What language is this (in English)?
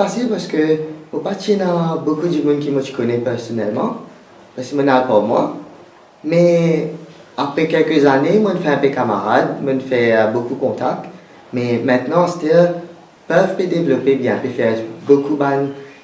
Morisyen